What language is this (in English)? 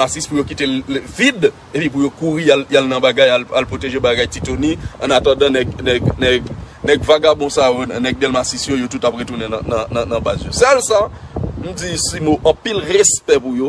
Haitian Creole